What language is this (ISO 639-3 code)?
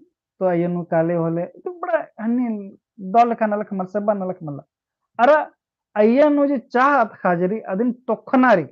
kru